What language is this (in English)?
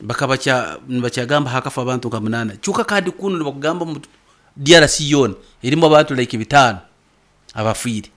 Nyankole